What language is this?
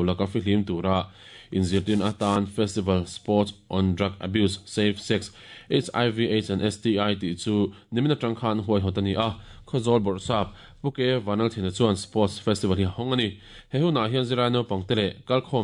Mizo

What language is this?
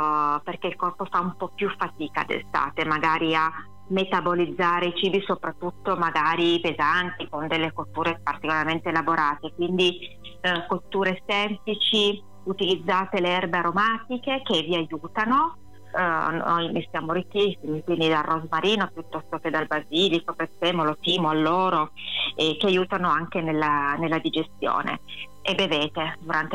Italian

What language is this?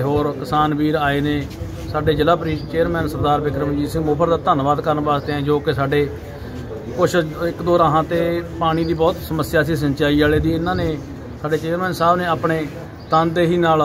Punjabi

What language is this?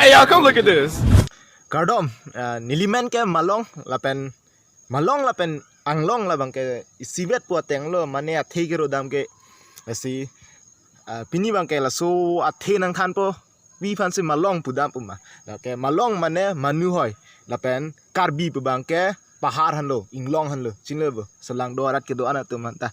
Karbi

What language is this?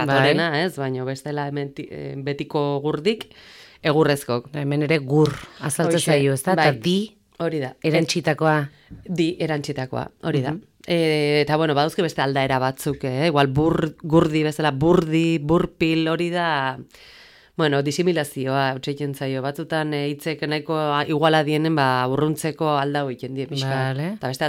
Basque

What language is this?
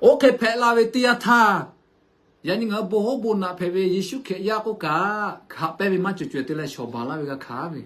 Lahu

